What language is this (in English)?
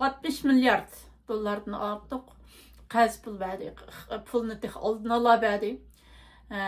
Uyghur